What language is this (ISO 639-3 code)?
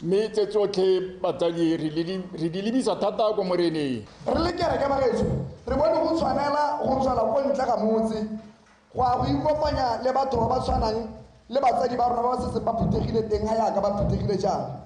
tsn